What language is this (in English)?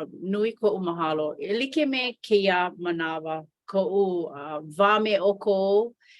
Hawaiian